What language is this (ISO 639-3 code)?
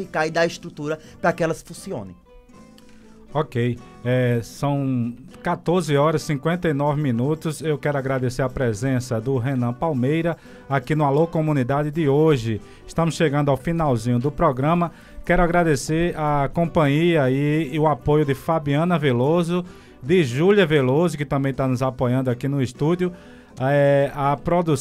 por